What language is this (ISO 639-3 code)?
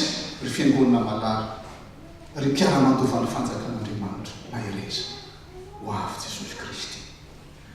mlg